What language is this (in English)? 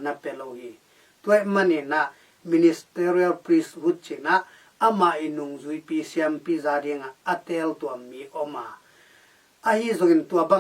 Tedim Chin